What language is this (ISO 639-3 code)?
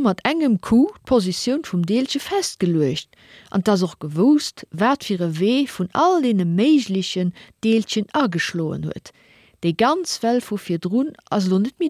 ltz